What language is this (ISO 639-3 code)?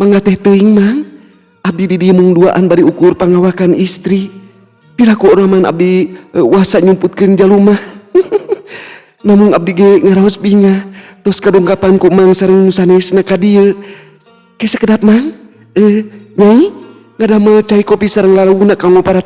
sun